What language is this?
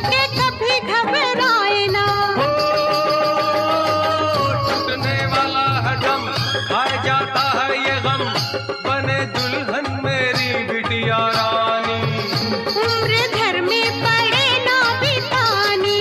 Hindi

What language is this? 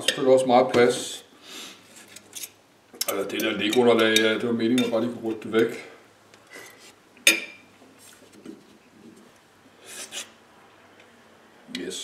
Danish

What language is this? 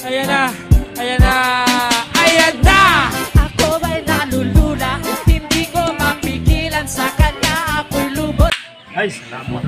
Cebuano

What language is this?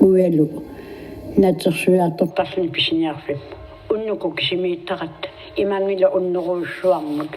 Kalaallisut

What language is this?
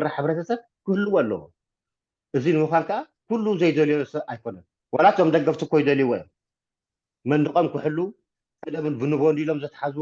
Tigrinya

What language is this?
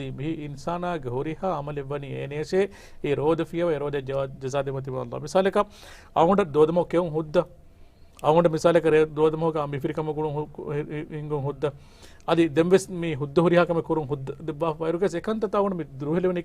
Divehi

